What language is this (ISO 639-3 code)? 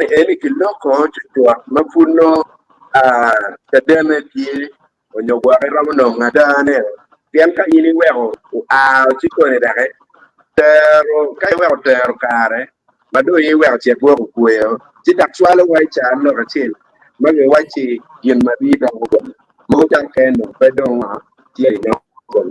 ach